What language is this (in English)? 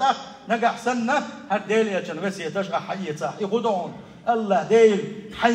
Chechen